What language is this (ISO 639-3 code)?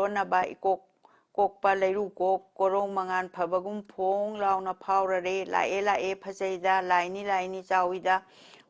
mni